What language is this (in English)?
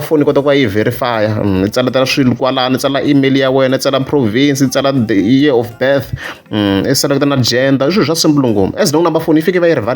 Tsonga